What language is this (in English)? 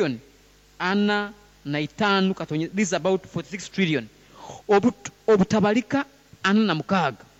Nyoro